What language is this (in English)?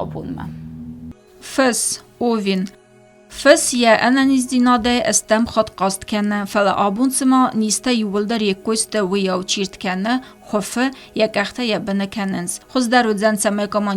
Ossetic